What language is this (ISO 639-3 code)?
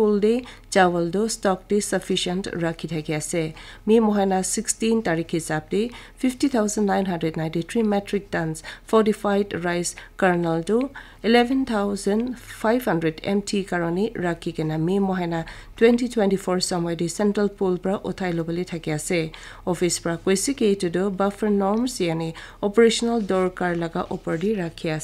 nag